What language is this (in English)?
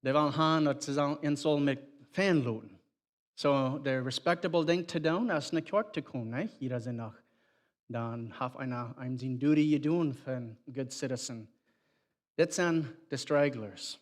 Plautdietsch